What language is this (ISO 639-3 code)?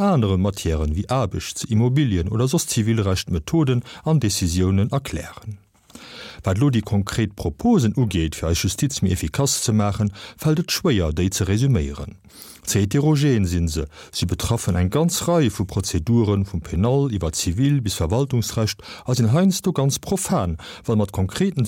ltz